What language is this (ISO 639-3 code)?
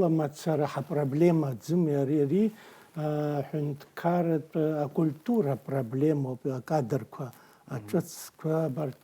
abk